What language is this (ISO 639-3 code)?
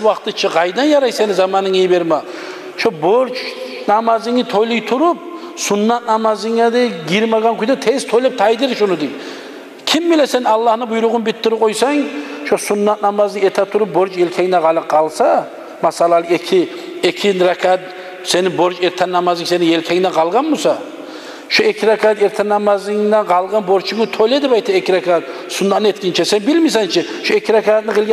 kum